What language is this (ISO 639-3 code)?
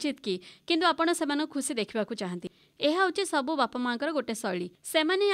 ori